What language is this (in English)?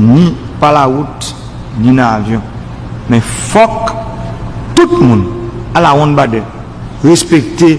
Haitian Creole